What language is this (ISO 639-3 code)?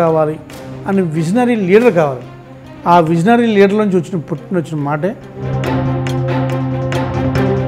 tel